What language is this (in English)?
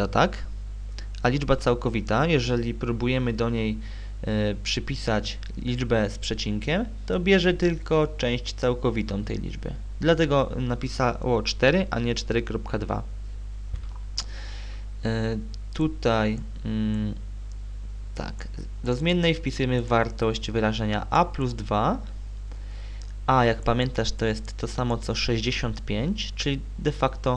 Polish